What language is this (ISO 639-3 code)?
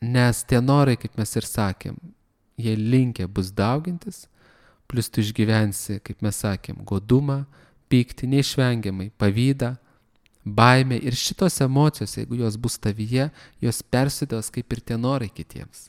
lit